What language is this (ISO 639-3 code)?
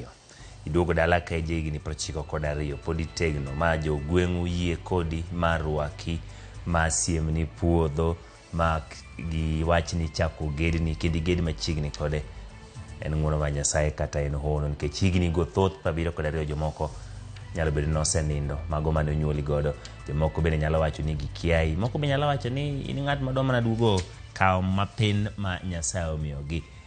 luo